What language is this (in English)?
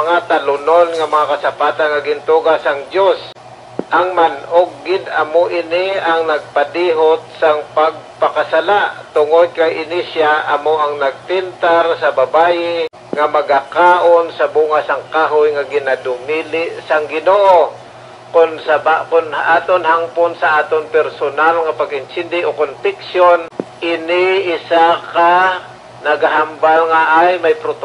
Hiligaynon